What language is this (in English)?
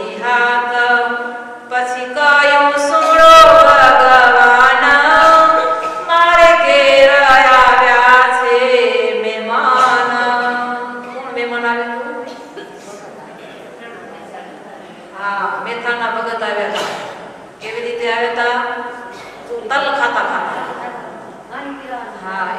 Gujarati